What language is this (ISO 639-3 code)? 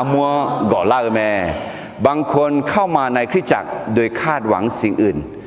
ahk